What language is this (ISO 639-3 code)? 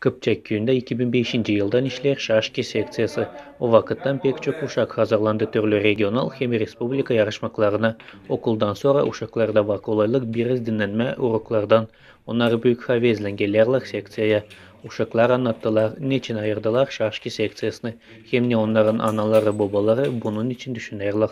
gag